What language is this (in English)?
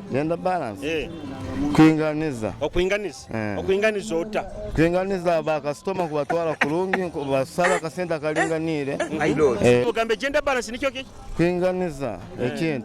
Nyoro